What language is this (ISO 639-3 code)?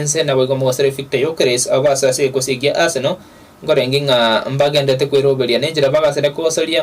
guz